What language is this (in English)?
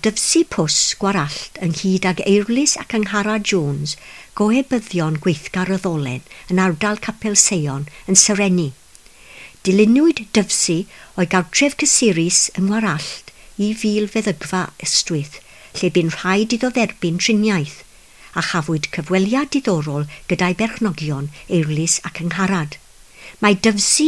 Welsh